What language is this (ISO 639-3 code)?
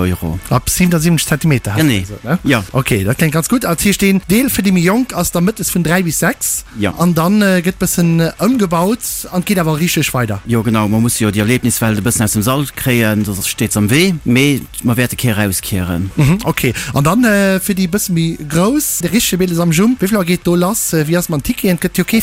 ltz